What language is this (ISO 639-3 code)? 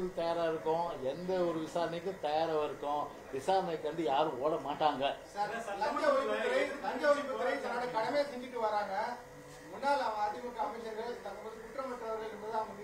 tam